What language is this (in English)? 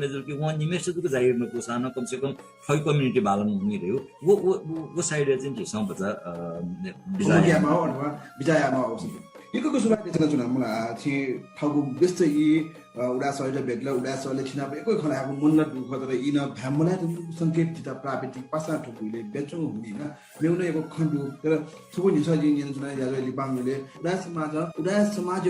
Newari